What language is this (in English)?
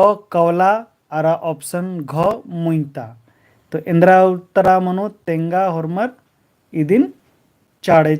Kurukh